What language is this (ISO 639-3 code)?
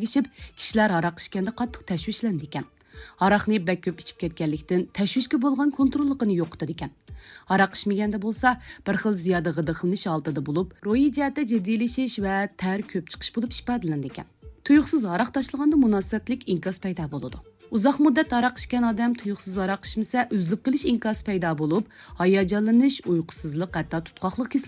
uig